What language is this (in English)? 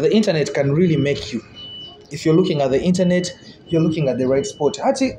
Nyoro